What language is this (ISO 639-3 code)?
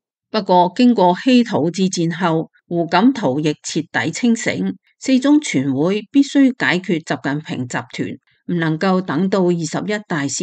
yue